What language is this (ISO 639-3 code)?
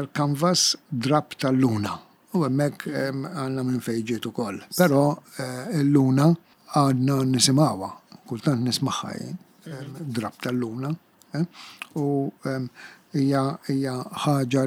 mlt